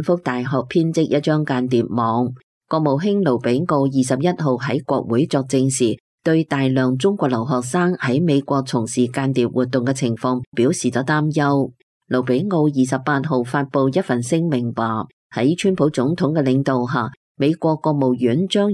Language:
Cantonese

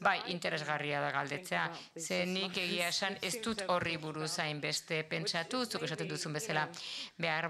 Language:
Basque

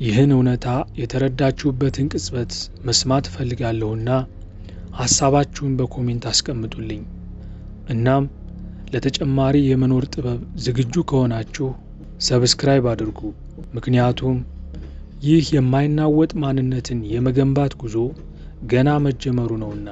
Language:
Amharic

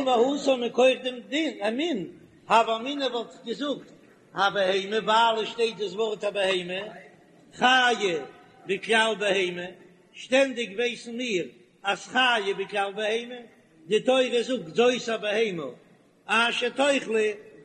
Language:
Yiddish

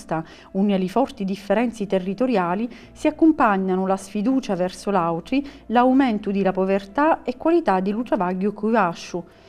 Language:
Sicilian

